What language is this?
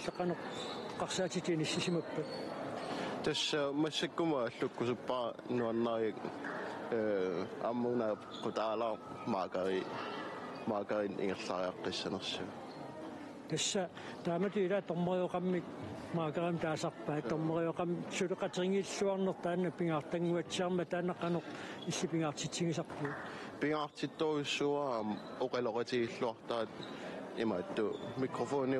Kalaallisut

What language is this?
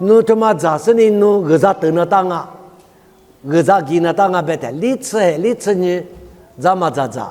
Lisu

